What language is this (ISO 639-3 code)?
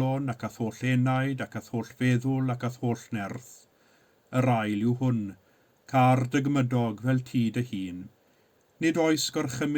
cym